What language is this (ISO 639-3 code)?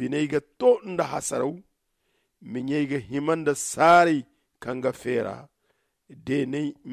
dje